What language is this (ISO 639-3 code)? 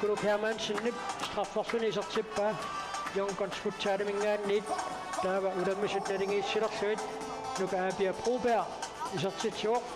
kal